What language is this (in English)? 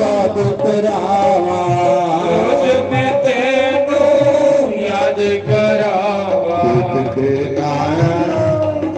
Dogri